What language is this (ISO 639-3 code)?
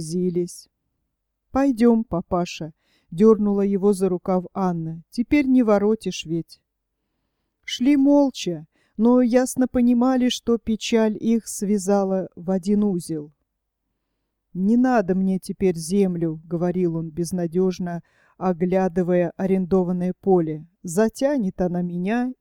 rus